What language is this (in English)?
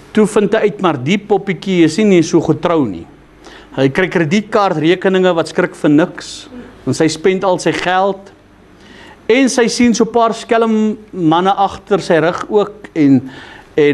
Afrikaans